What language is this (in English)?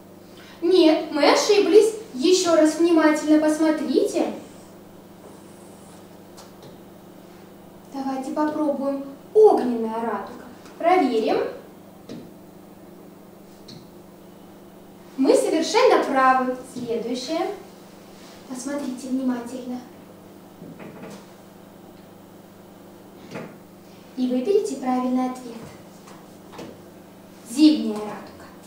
Russian